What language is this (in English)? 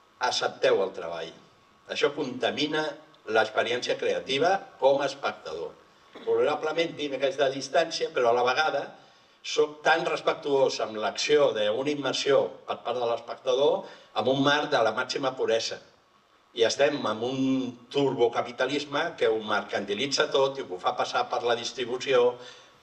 Catalan